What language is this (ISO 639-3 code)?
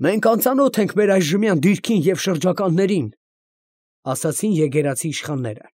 hye